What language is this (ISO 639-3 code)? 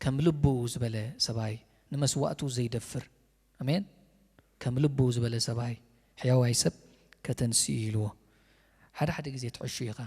tir